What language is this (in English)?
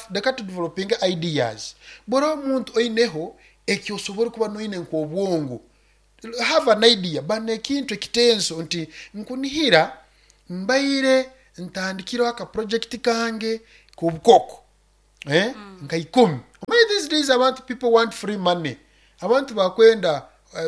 Nyoro